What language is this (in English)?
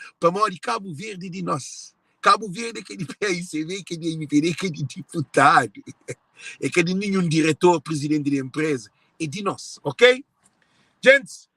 Kabuverdianu